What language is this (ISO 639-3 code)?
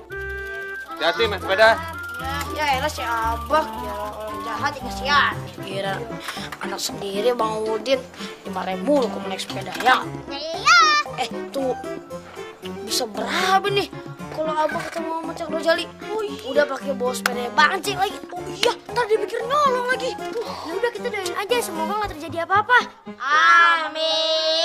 ind